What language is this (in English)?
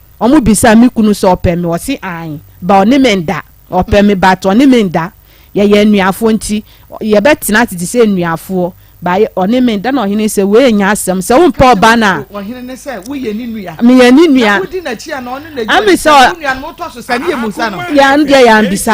Akan